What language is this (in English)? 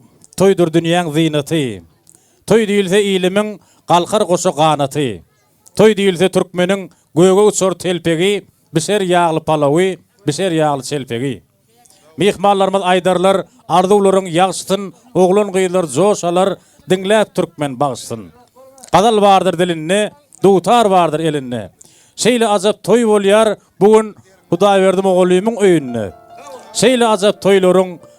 Turkmen